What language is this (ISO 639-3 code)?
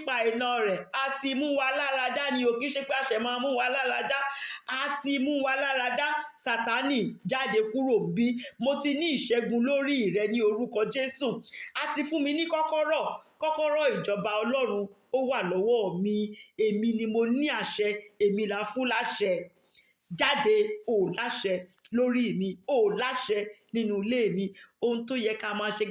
yor